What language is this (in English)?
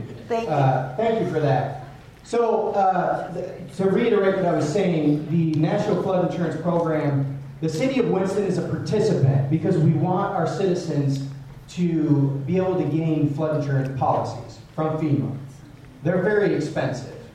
English